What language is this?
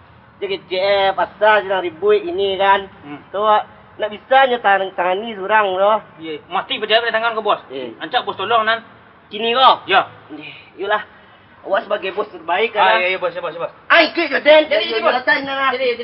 Minangkabau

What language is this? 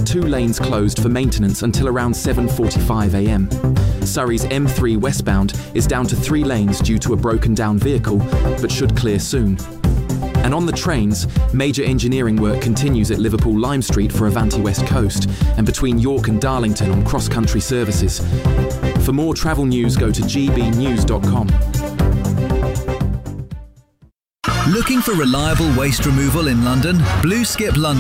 English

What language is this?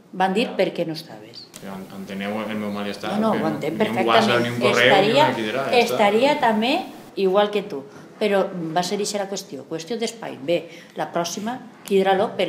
Catalan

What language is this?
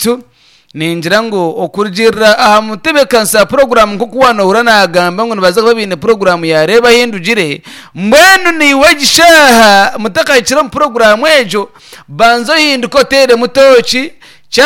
Nyankole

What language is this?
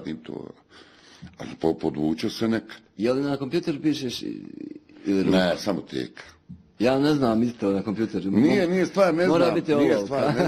Bosnian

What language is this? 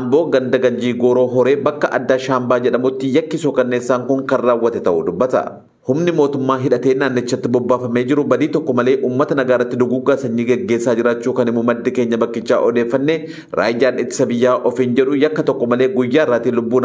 Oromo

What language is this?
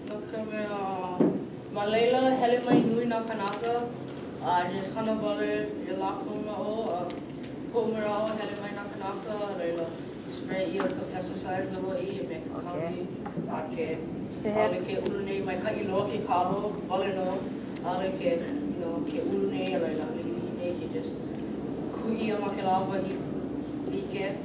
Hawaiian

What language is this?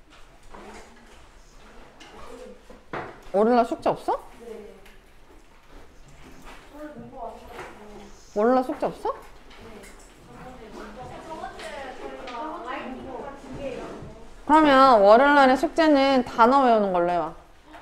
Korean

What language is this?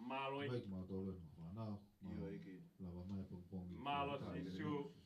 Tongan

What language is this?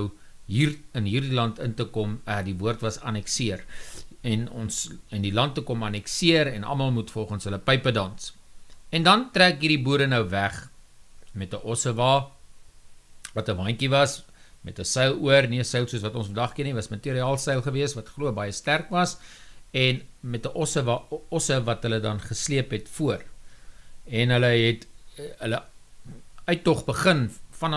Afrikaans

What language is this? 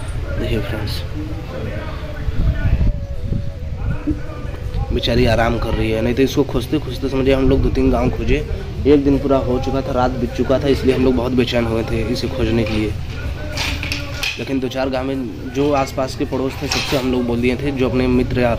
Hindi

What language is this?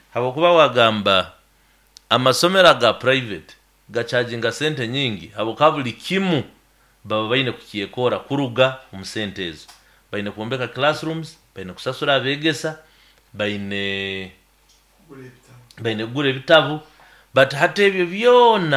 Nyoro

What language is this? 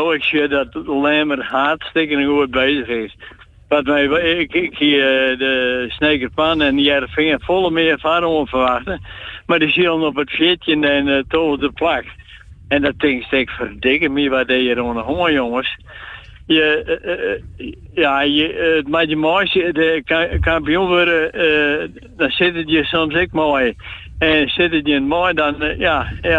Western Frisian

